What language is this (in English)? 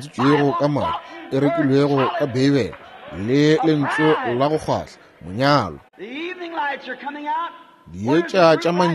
Northern Sotho